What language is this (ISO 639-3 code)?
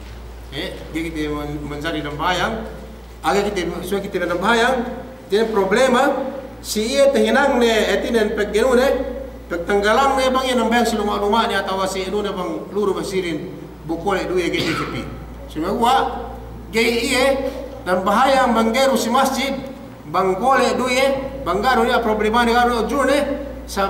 yka